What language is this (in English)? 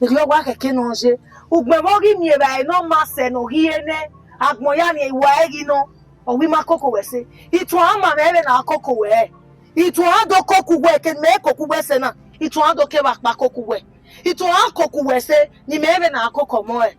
Bini